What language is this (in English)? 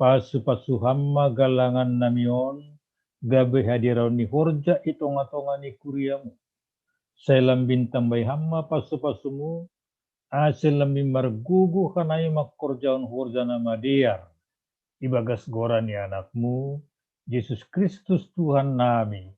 Batak Simalungun